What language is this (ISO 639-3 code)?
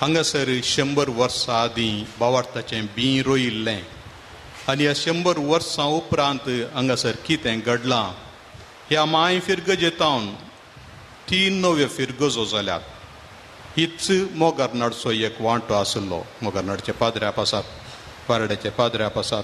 kok